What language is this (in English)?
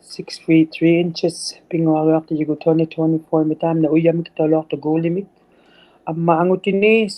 Inuktitut